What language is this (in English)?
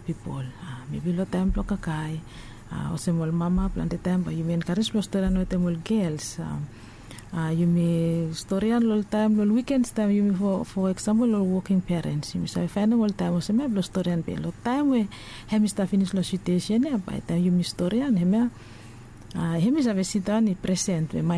Bislama